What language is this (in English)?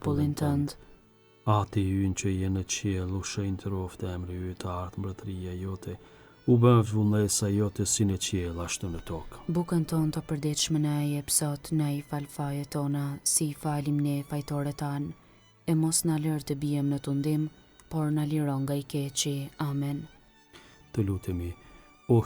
Albanian